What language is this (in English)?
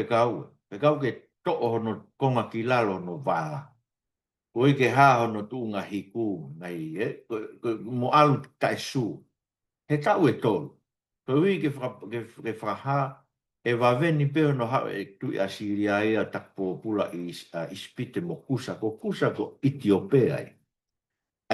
Tongan